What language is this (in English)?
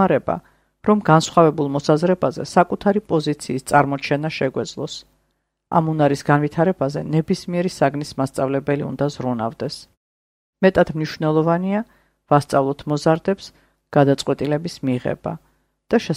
Georgian